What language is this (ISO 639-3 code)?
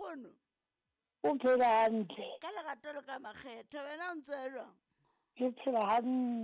sot